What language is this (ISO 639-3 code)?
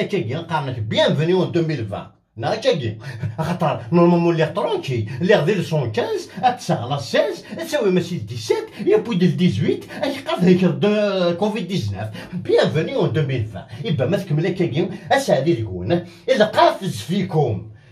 kab